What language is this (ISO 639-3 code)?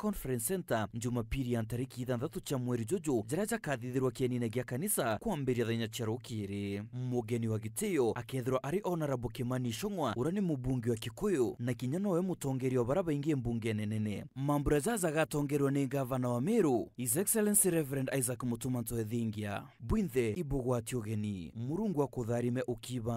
mer